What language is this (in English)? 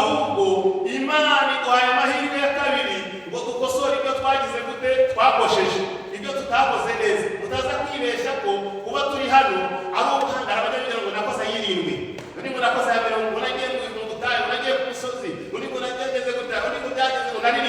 Kinyarwanda